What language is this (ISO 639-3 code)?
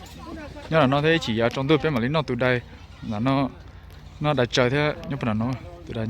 hmn